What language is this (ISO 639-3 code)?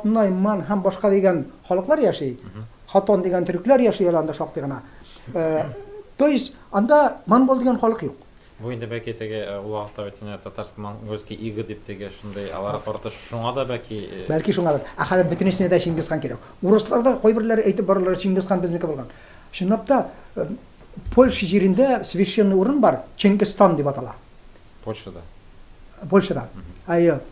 tat